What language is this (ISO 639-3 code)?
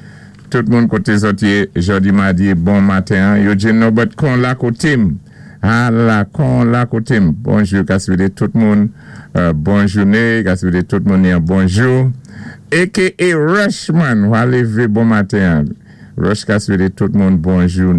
acf